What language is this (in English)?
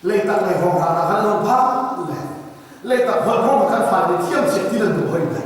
Hakha Chin